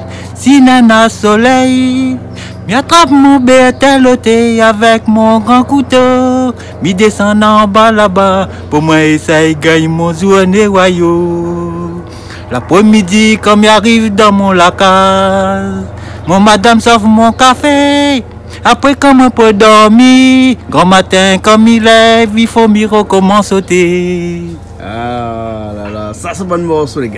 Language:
Réunion Creole French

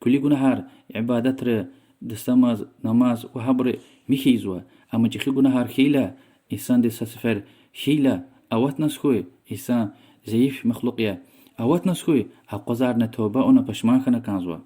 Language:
Lezghian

